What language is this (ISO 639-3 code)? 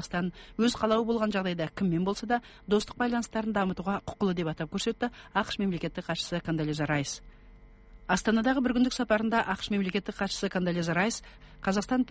kaz